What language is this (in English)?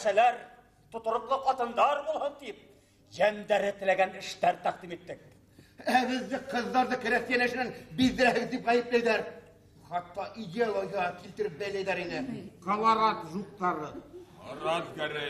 Bashkir